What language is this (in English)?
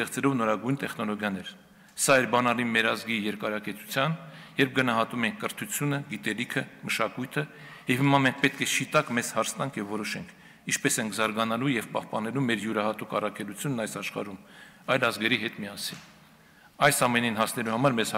Armenian